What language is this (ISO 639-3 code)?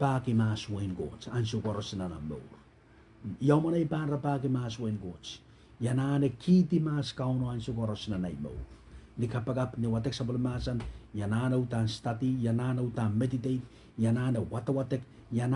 pon